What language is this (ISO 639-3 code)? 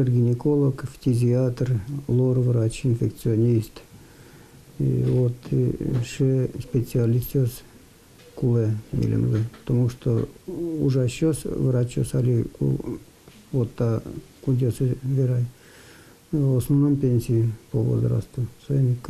udm